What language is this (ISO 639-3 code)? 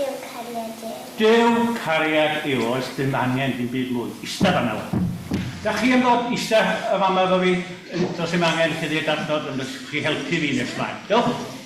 cym